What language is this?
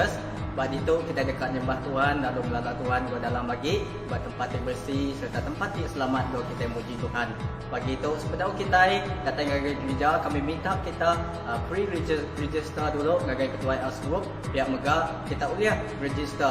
Iban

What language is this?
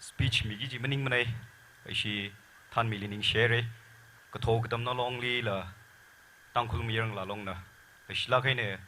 Tangkhul Naga (India)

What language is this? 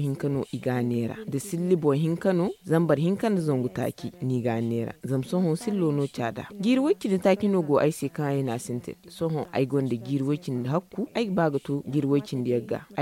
Zarma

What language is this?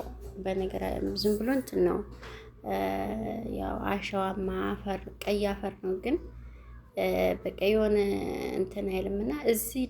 Amharic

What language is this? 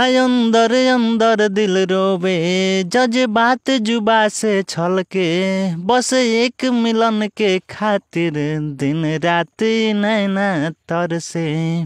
Bhojpuri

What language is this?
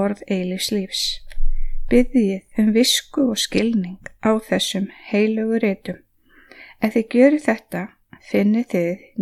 Icelandic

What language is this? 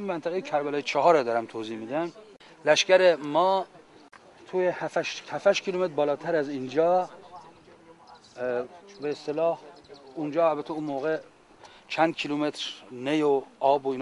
Persian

